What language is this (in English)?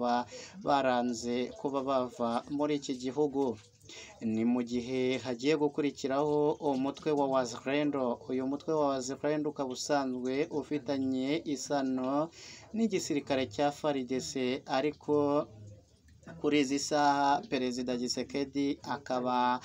Kinyarwanda